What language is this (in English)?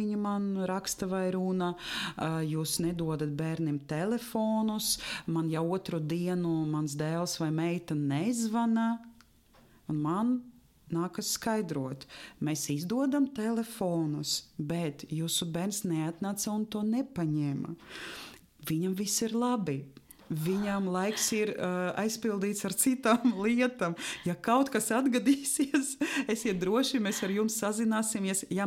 Latvian